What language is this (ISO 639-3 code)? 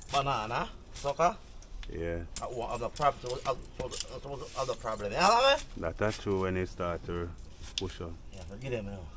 jam